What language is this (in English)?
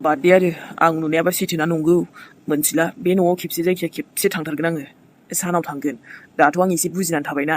Bodo